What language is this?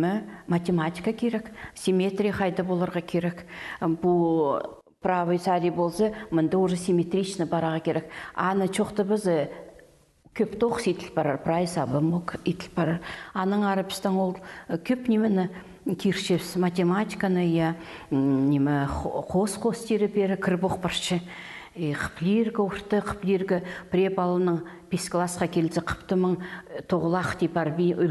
Khakas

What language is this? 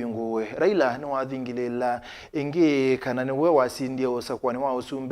Kamba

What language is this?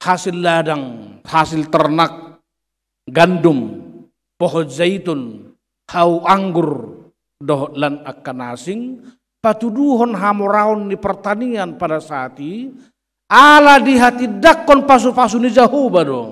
Batak Toba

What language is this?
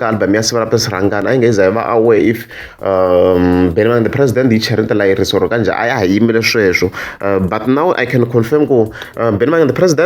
Tsonga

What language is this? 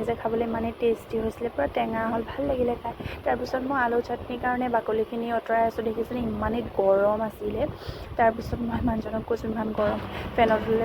Assamese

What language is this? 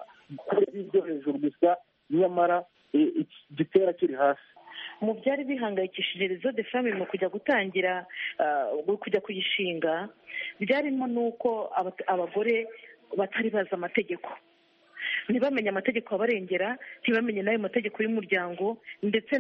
Kinyarwanda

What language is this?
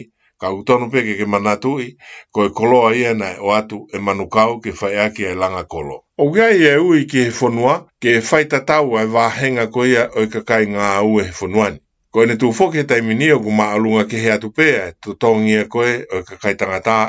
Tongan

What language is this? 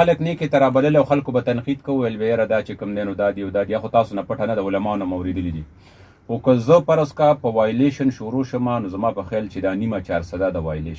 Pashto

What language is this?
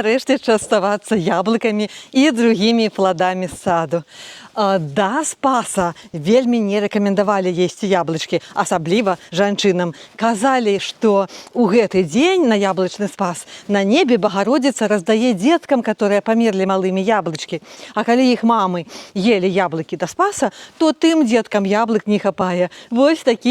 Belarusian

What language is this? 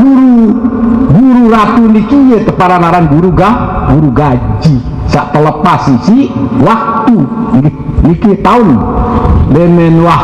Sasak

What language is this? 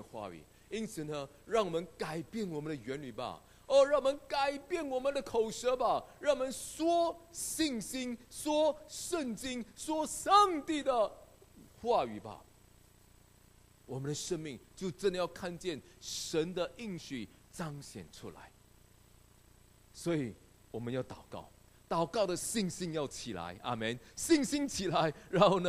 Chinese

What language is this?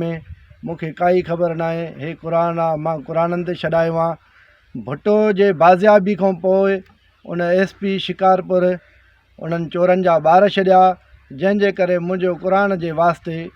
Sindhi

